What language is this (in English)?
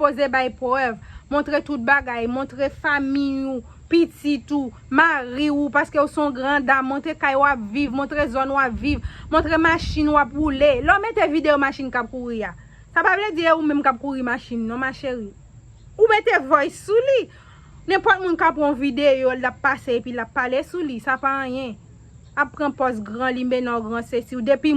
Haitian Creole